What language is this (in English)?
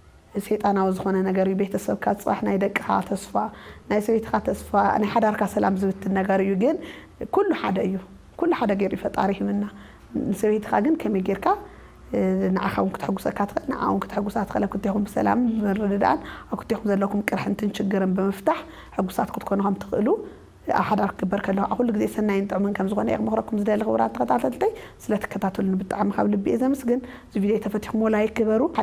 Tigrinya